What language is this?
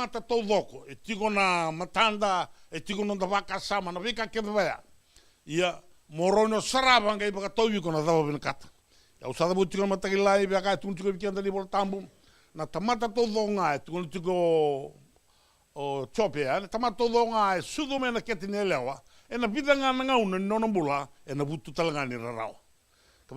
Fijian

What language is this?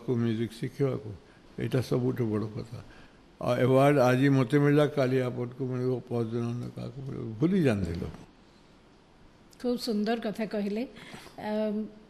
Odia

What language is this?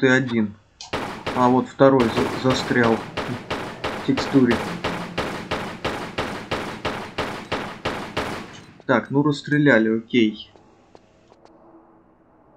Russian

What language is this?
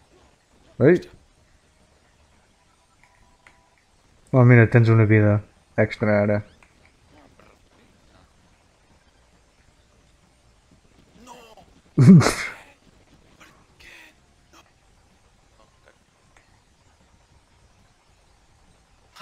Catalan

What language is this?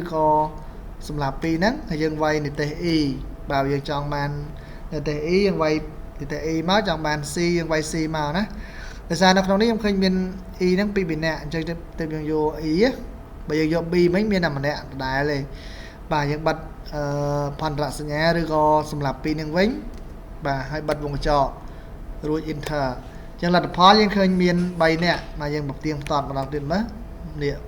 Khmer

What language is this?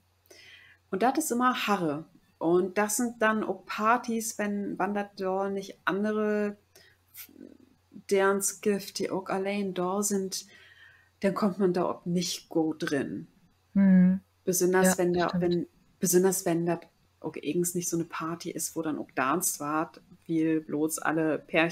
Low German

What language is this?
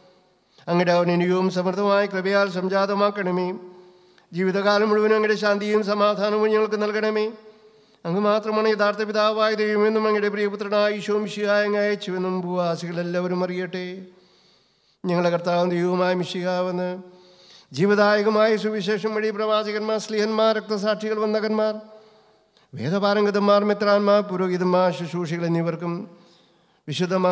Malayalam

